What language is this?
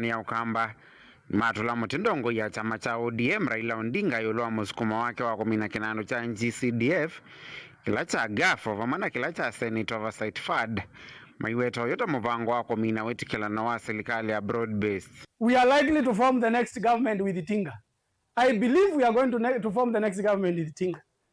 Kamba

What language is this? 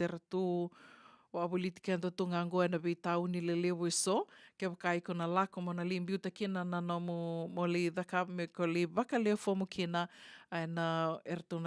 Fijian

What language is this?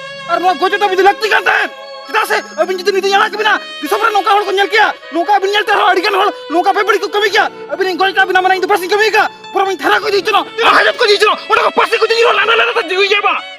Santali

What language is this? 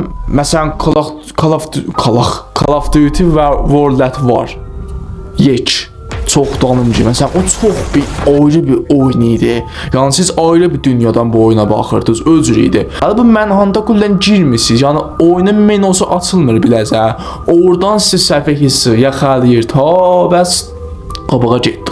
South Azerbaijani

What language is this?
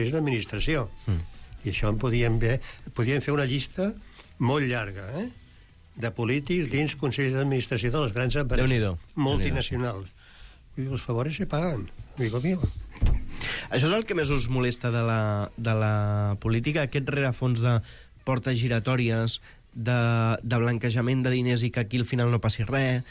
Catalan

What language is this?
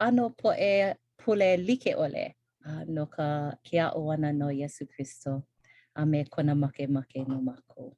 Hawaiian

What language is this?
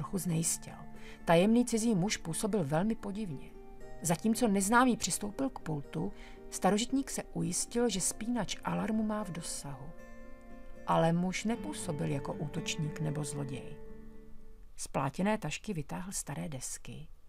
Czech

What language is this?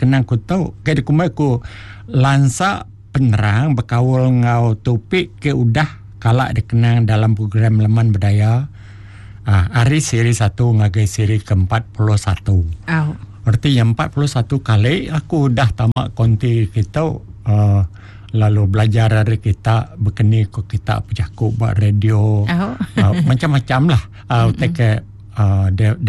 Iban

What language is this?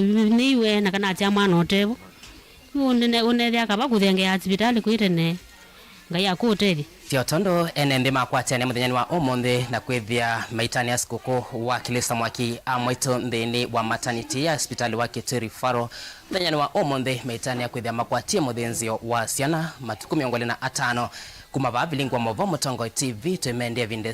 Kamba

